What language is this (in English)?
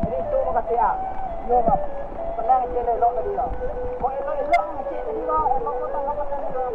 Minangkabau